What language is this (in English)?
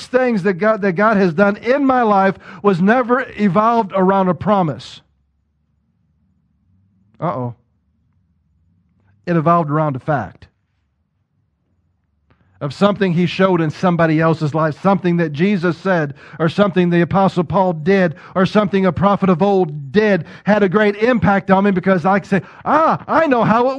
English